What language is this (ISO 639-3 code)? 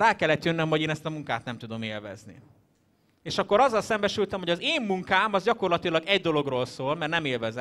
hun